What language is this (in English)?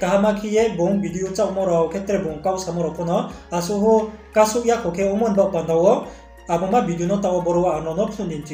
Riang (India)